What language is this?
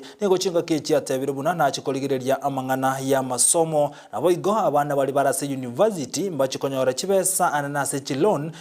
Gusii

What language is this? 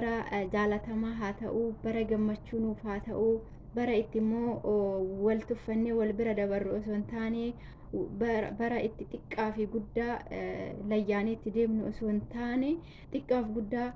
Oromo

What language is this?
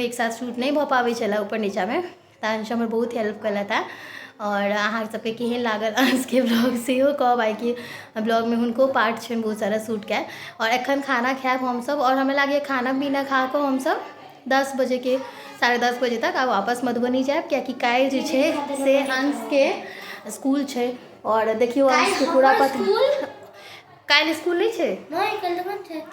Maithili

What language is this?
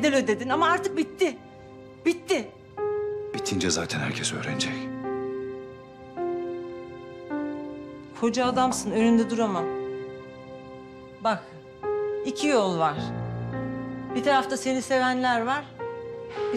Turkish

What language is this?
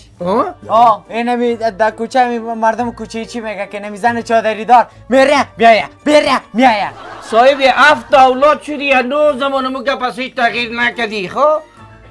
Persian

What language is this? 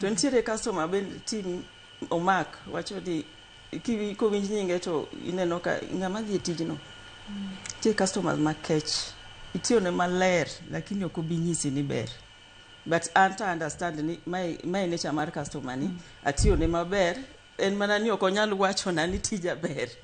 Luo (Kenya and Tanzania)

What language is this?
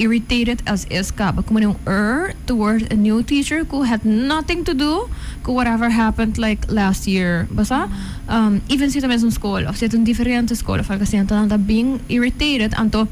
Papiamento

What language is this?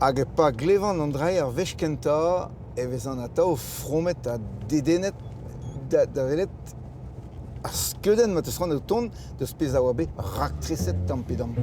Breton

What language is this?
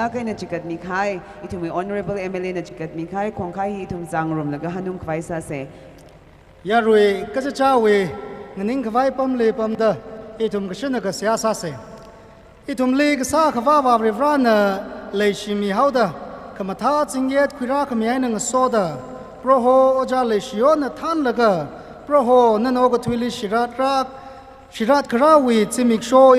Tangkhul Naga (India)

